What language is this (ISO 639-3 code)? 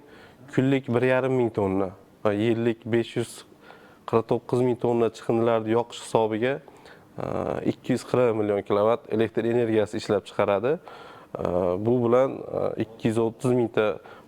uzb